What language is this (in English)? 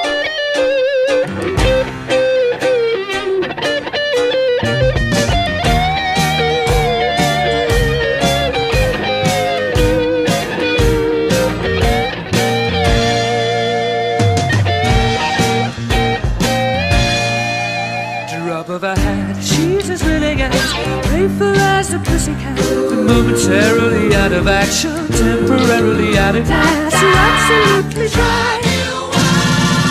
English